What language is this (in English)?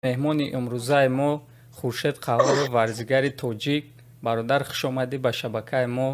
Tajik